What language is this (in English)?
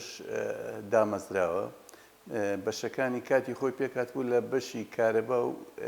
Central Kurdish